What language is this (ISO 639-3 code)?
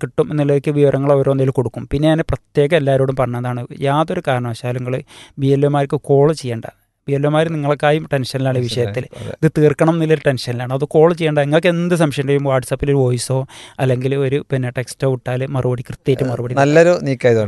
mal